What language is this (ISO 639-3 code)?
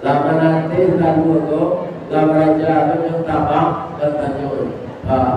min